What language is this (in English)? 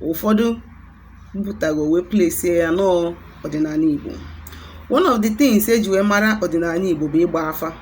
Igbo